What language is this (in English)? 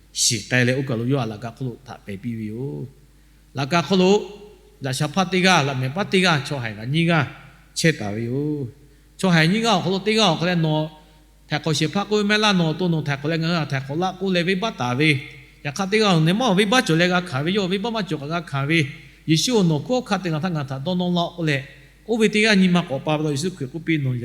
Lahu